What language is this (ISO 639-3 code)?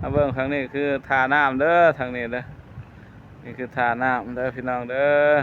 tts